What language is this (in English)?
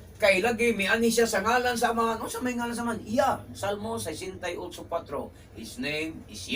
Cebuano